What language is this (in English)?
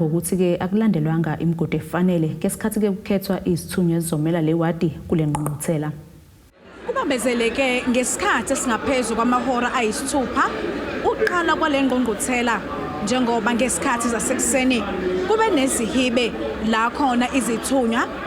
Zulu